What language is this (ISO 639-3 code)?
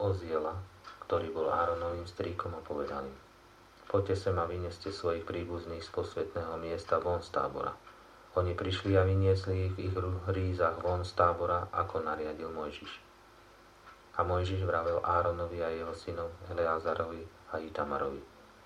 slk